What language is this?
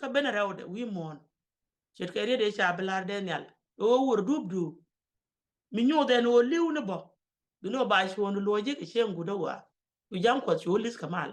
Nuer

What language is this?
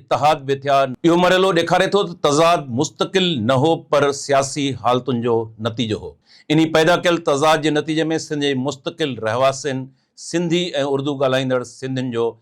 Sindhi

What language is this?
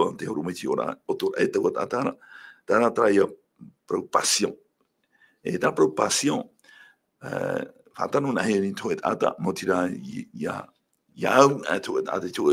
Tahitian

